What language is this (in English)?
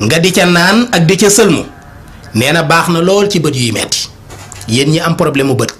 Wolof